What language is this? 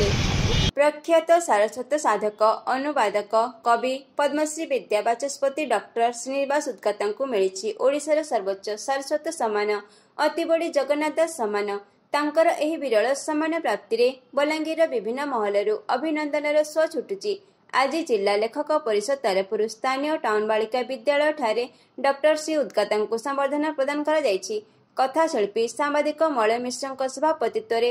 Odia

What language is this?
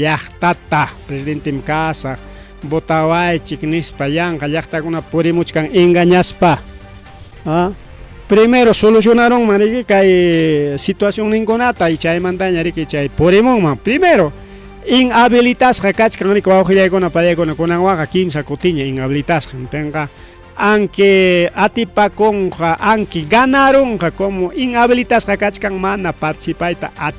Ayacucho Quechua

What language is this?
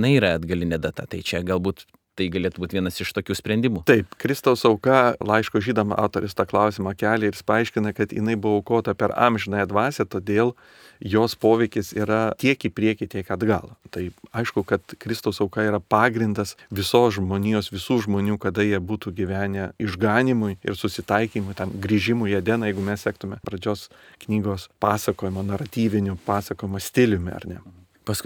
Lithuanian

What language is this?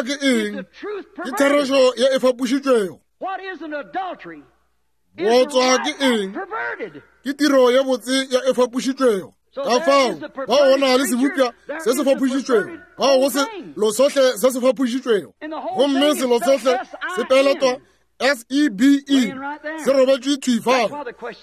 Northern Sotho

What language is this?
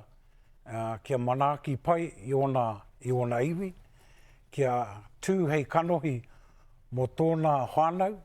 Māori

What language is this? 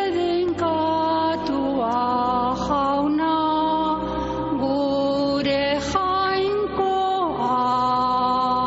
Basque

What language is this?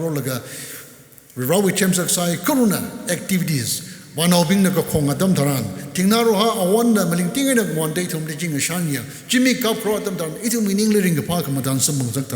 Tangkhul Naga (India)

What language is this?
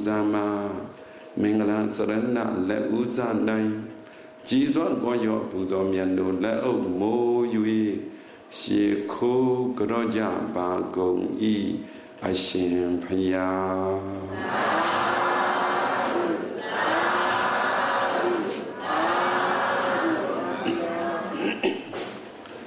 Burmese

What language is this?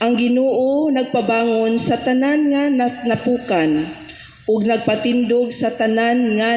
Cebuano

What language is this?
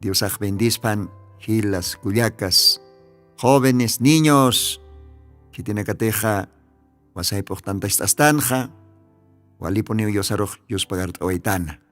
Aymara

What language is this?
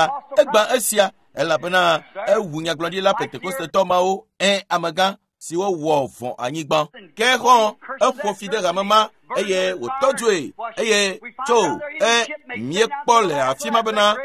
Ewe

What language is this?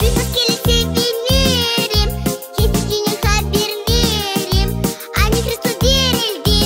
Gagauz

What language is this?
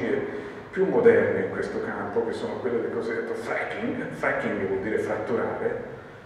Italian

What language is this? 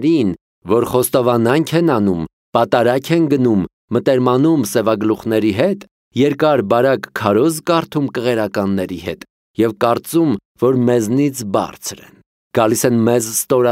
Armenian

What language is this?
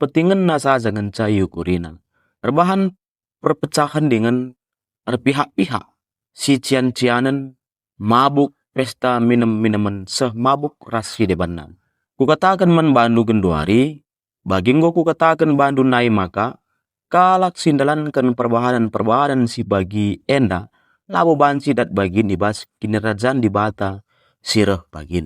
Batak Karo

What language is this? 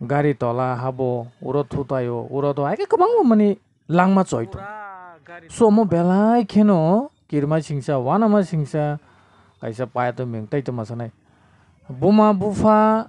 Kok Borok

